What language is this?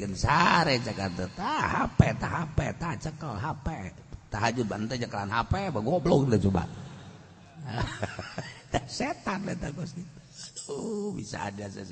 Sundanese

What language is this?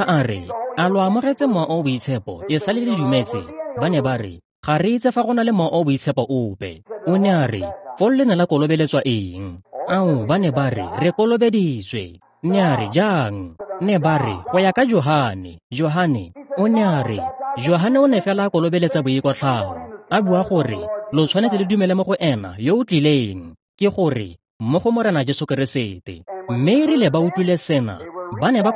Tswana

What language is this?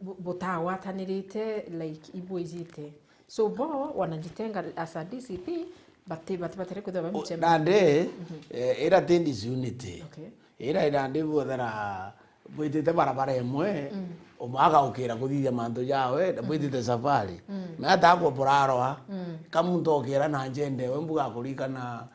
Meru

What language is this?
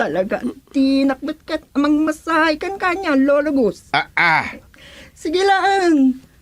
Iloko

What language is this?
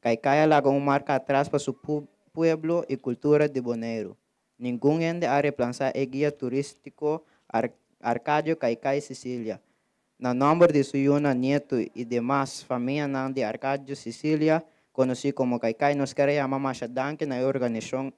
Papiamento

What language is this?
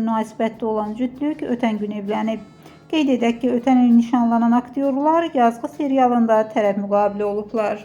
Azerbaijani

